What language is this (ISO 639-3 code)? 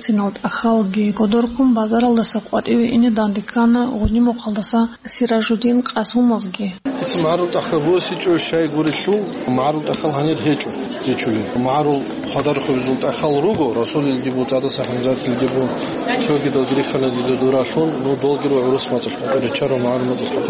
ava